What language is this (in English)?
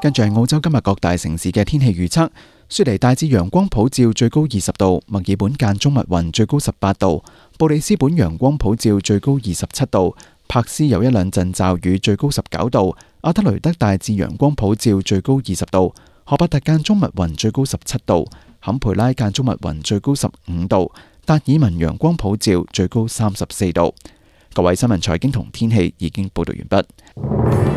Cantonese